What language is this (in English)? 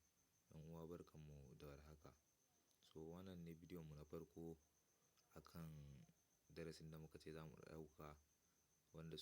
Hausa